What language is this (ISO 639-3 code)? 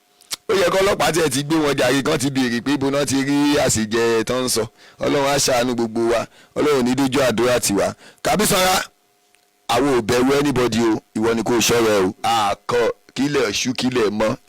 yor